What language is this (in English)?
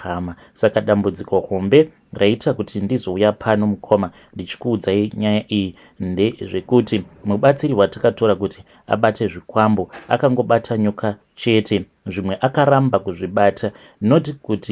Shona